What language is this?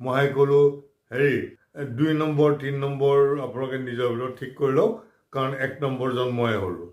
Assamese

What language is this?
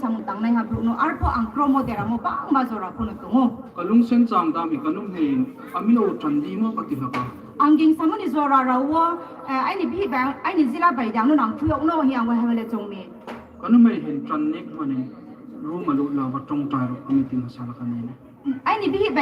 Kok Borok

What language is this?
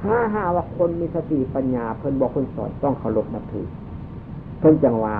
Northeastern Thai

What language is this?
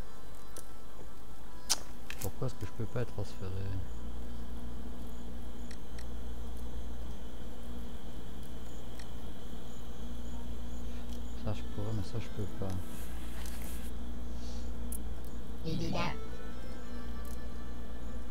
French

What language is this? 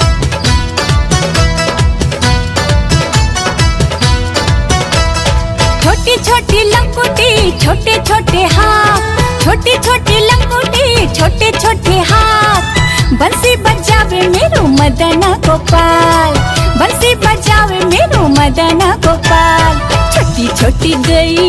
Braj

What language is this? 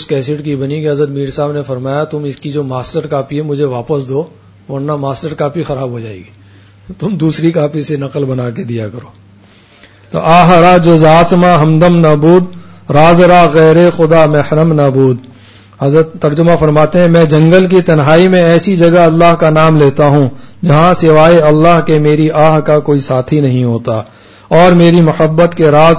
Urdu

